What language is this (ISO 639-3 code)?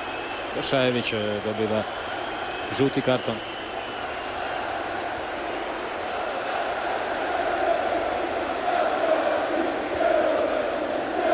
hrv